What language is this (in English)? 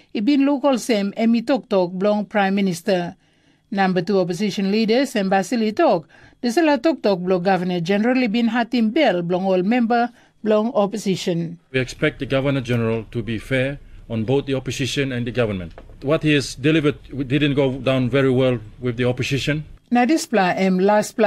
Tok Pisin